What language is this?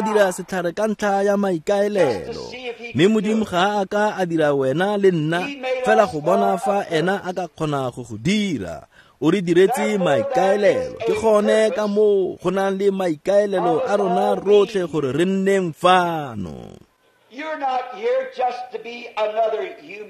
Tswana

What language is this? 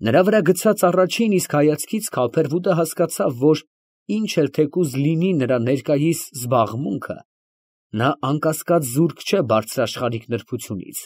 Armenian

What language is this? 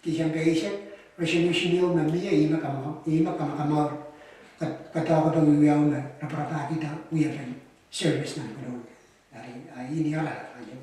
Pohnpeian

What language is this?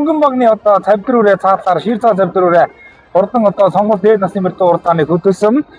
Mongolian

